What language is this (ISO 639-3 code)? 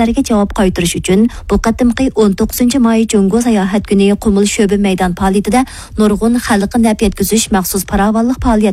uig